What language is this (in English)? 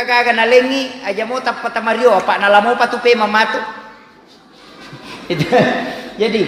Buginese